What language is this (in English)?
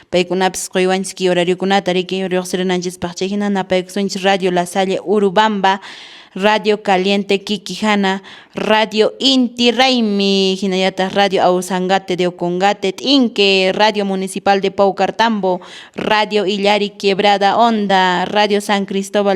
Quechua